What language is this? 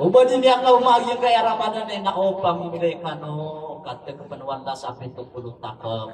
Maranao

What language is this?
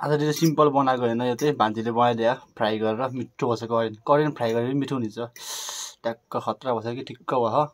Nepali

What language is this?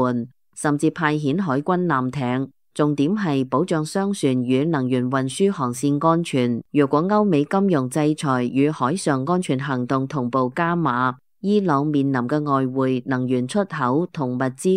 Cantonese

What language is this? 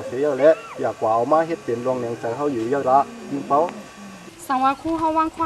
Shan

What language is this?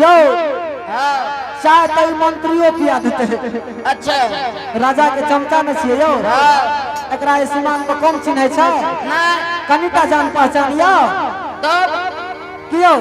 Angika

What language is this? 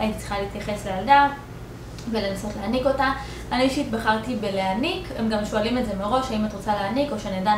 Hebrew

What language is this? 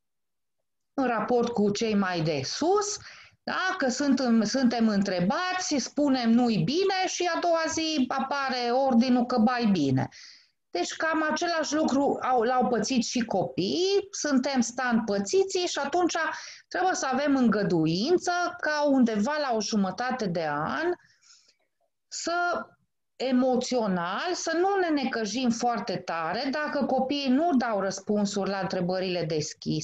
Romanian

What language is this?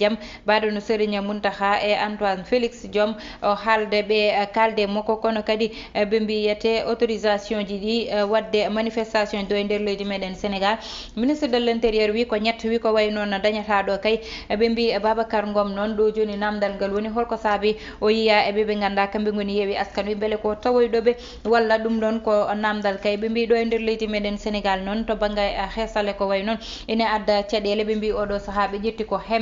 Fula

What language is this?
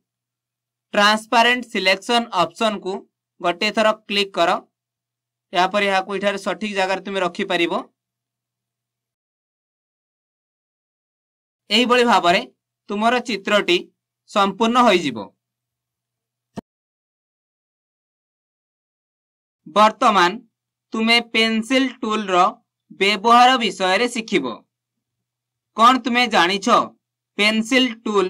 Odia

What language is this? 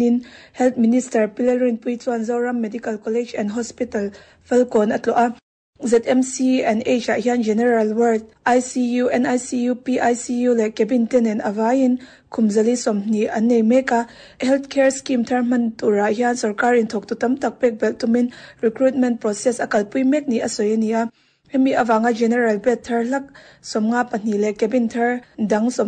Mizo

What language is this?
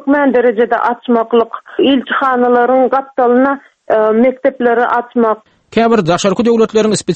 Turkmen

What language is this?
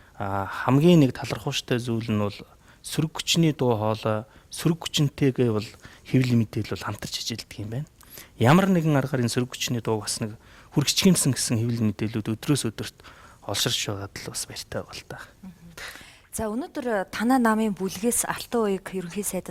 Mongolian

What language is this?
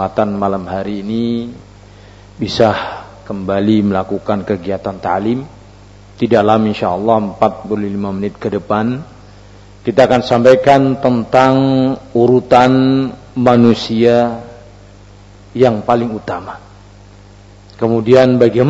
Indonesian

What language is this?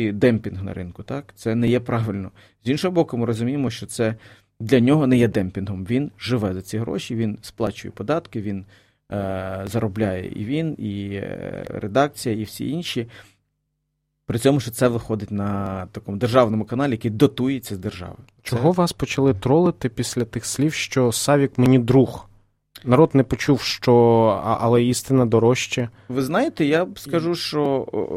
Ukrainian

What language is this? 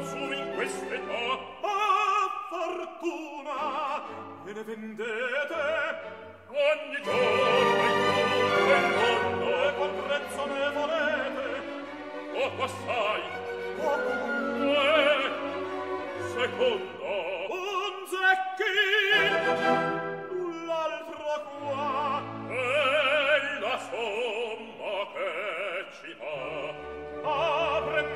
Italian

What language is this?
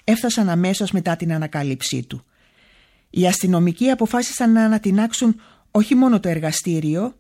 Greek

